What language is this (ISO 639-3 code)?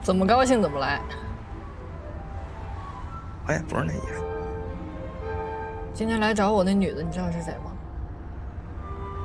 zho